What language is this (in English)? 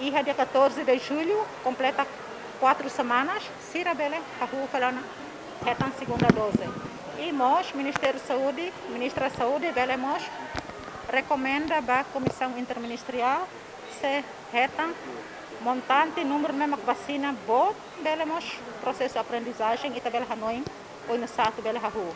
Tetum